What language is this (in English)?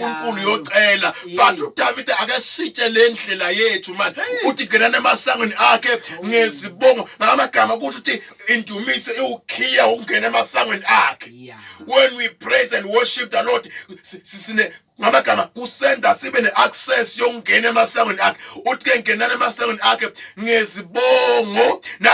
Zulu